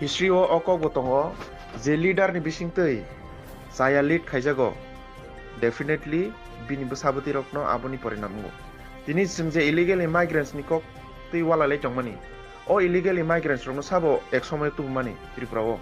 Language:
Kok Borok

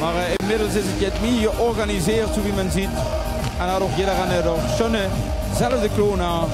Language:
Limburgish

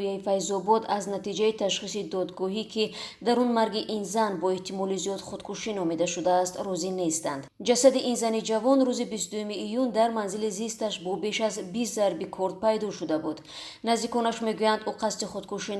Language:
Tajik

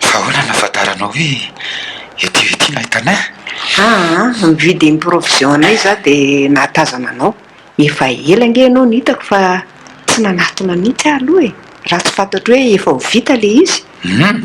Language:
Malagasy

